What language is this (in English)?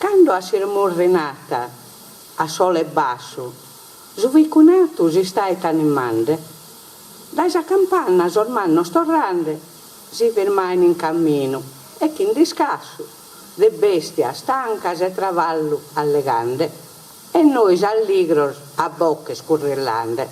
Sardinian